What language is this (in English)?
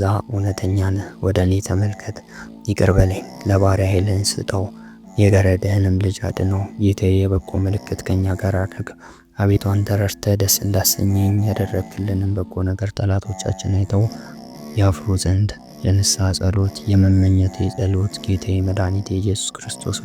Amharic